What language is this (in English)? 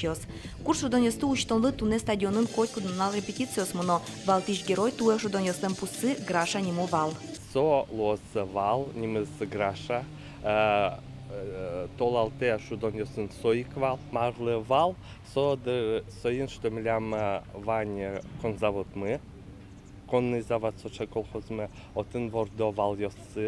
Udmurt